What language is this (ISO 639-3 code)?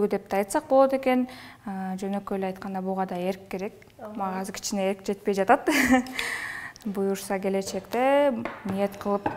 kir